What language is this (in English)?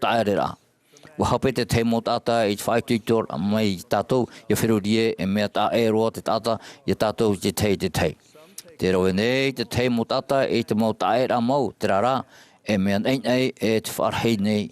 Tahitian